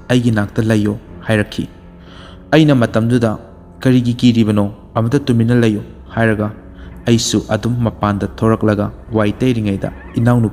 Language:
Manipuri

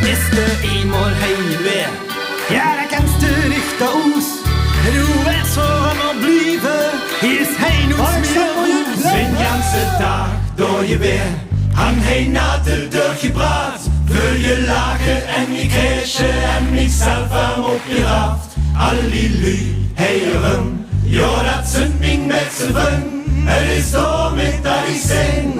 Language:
Limburgish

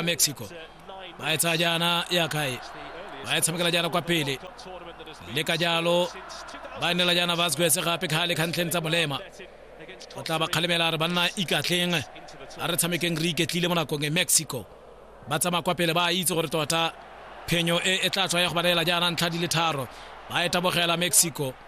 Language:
Tswana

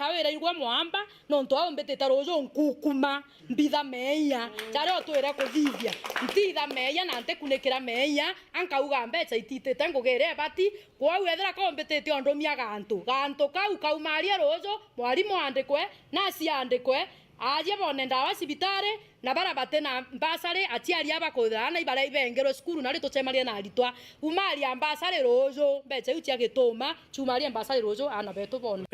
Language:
Meru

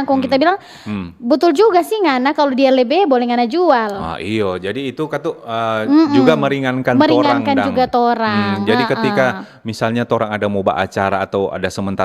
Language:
Manado Malay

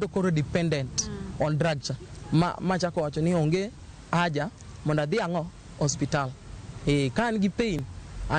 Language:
Luo (Kenya and Tanzania)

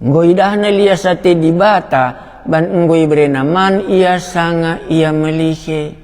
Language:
Batak Karo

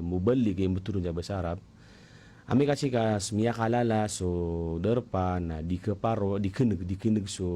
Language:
Maranao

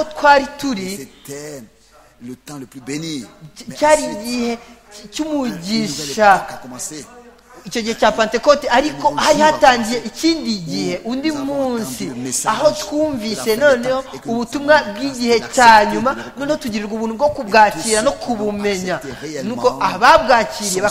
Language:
Kinyarwanda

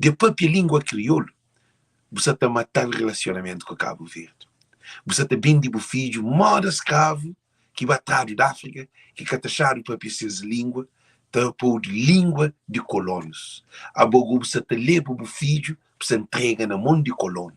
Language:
Kabuverdianu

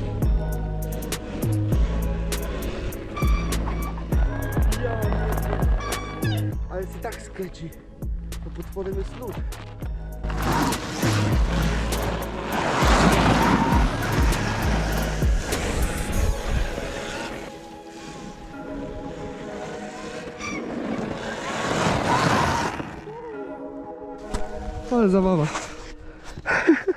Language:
Polish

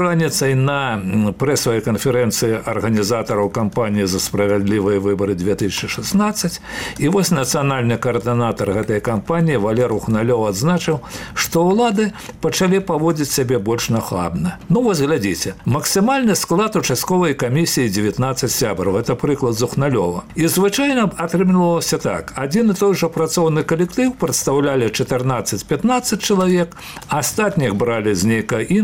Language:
Belarusian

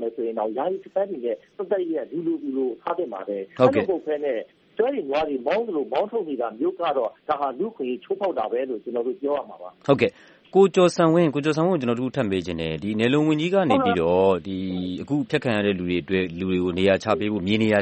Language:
Burmese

